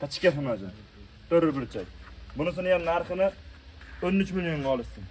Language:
Uzbek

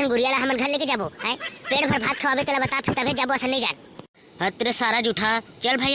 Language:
Chhattisgarhi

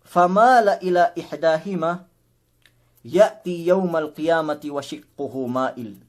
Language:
Yakan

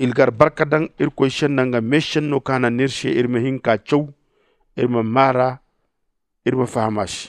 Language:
Zarma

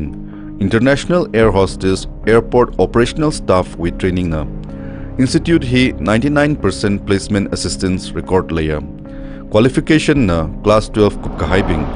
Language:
Tangkhul Naga (India)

